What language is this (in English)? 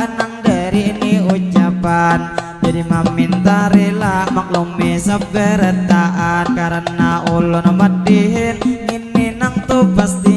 Banjar